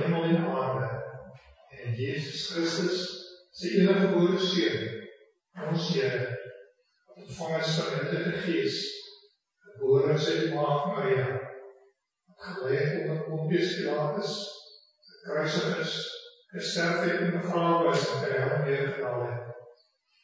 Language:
Afrikaans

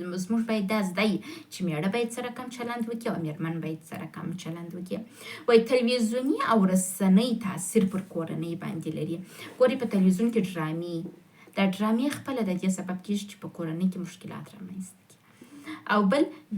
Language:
Pashto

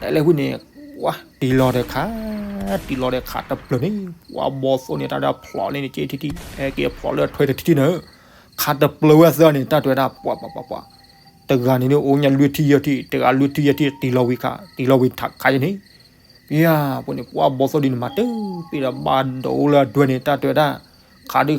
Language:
S'gaw Karen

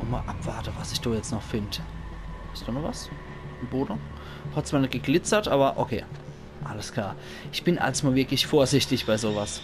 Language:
Palatine German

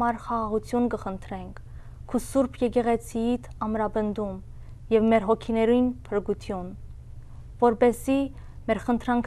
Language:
Western Armenian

